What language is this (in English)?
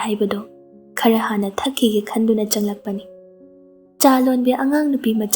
Manipuri